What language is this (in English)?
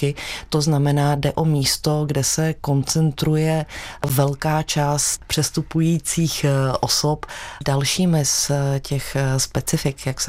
Czech